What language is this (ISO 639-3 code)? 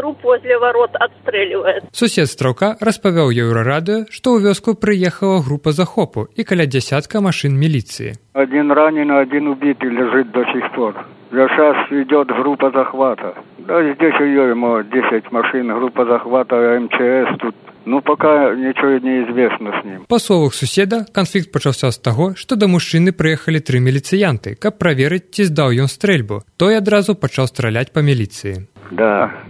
bel